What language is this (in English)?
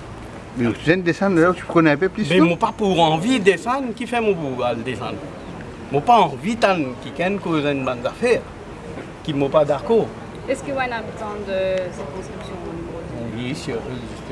Morisyen